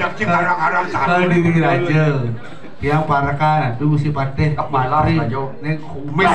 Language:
Balinese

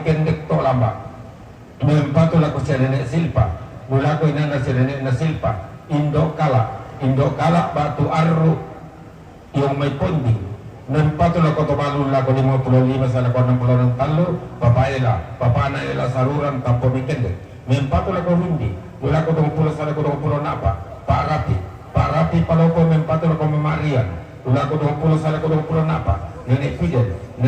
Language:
Toraja-Sa'dan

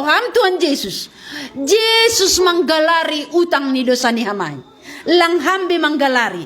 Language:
Batak Simalungun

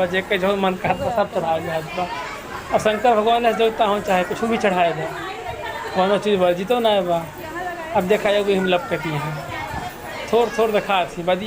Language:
Awadhi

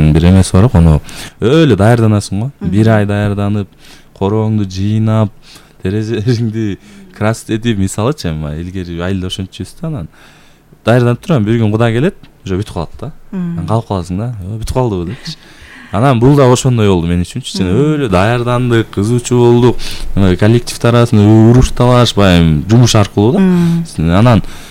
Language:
Kyrgyz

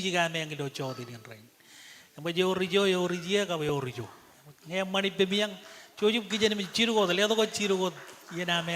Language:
Marshallese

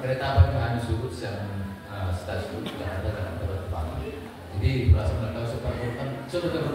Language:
Batak Toba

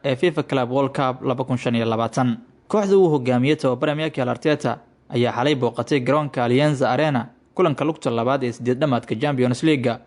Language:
Somali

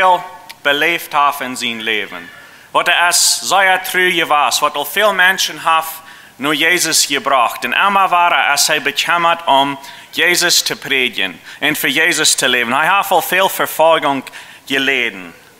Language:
Plautdietsch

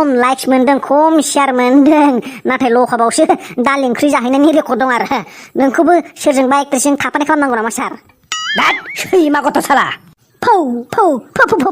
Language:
Bodo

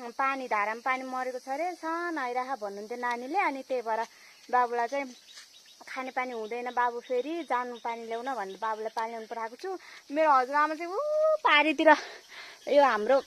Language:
Nepali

